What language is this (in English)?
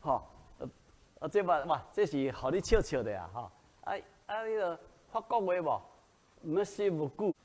Min Nan Chinese